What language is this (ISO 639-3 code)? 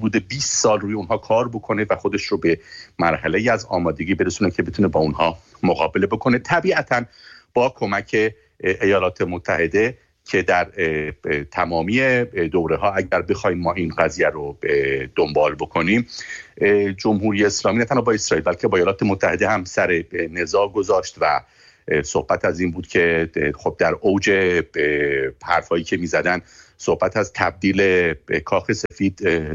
fas